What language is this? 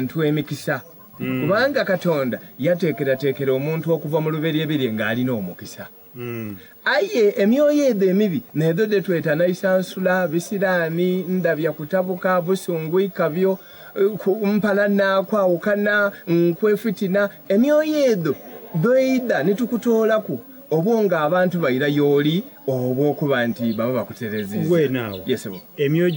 Soga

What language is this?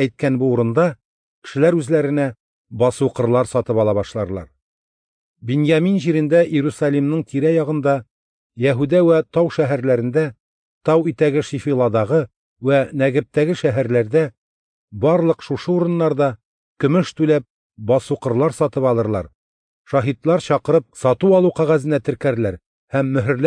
Tatar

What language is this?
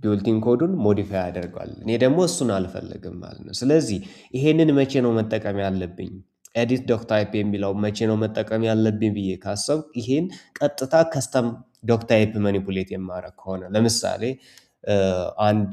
Amharic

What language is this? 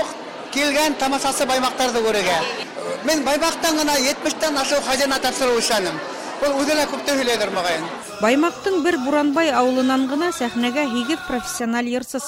Bashkir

